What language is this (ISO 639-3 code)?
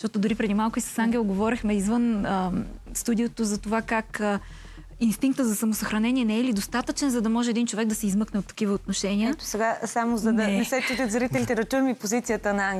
bul